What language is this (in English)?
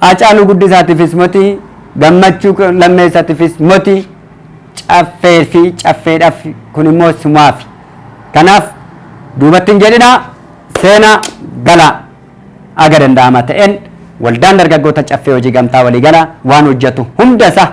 Oromo